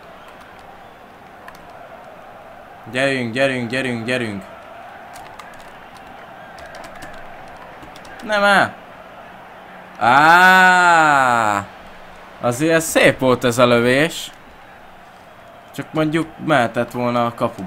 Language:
Hungarian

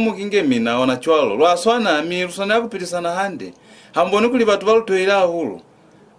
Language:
Lozi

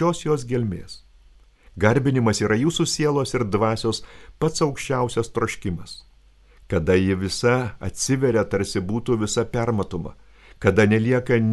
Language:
Lithuanian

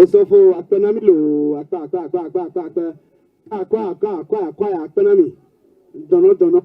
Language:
Ewe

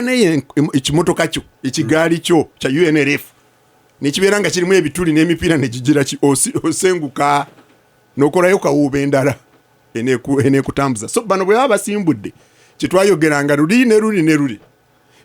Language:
Ganda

